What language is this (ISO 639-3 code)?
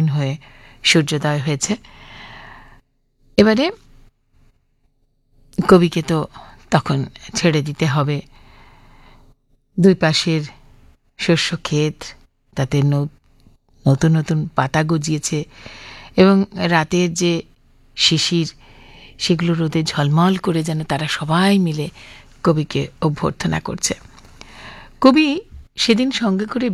ben